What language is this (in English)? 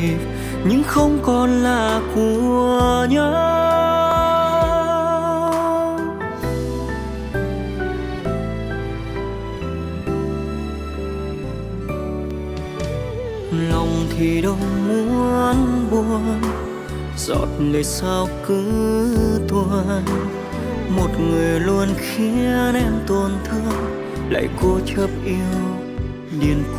Vietnamese